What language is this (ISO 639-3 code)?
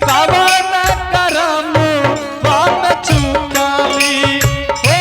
anp